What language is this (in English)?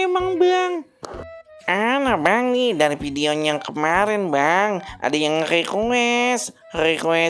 Betawi